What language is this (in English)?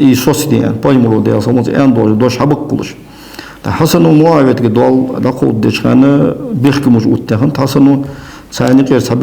Ingush